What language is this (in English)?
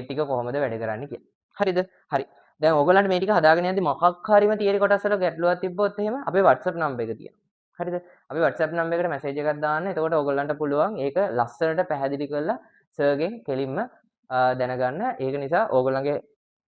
Sinhala